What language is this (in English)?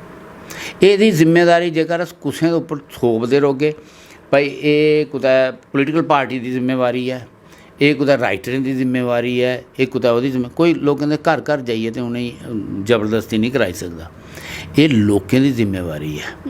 Dogri